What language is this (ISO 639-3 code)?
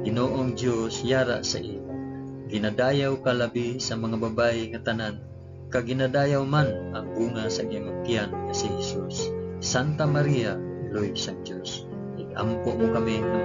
hil